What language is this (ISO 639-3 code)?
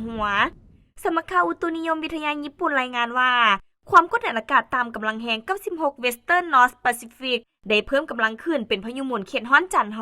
lao